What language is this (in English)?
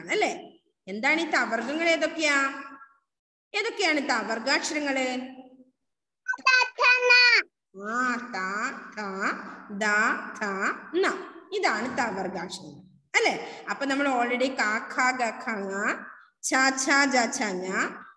Malayalam